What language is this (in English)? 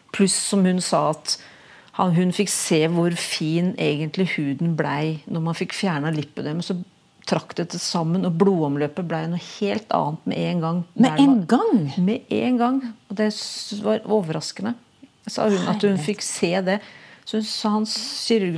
Norwegian